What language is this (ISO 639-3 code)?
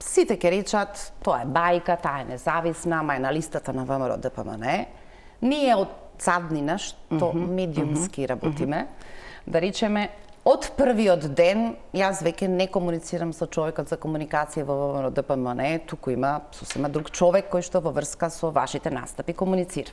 mkd